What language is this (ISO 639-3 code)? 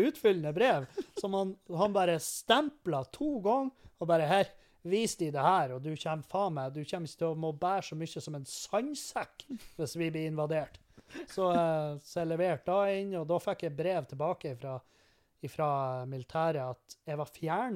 nor